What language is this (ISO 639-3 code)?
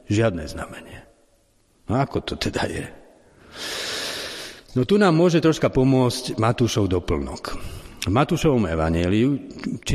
slk